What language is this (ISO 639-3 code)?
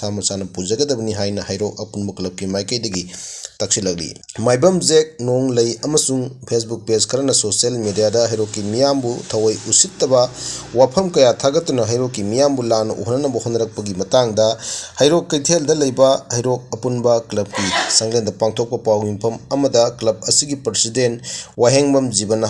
mni